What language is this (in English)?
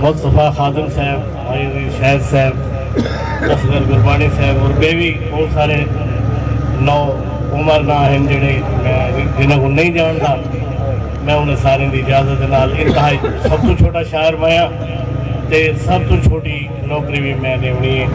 Saraiki